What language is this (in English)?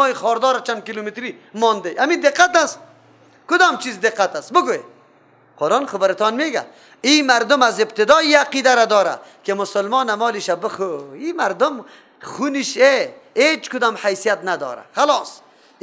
Persian